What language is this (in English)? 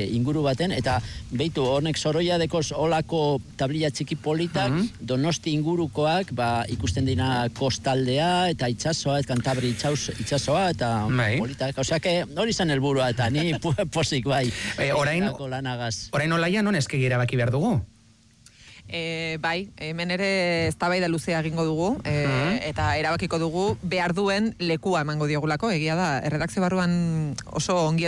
Basque